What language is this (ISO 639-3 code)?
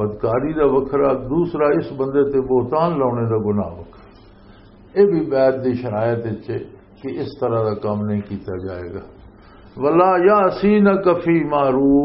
lah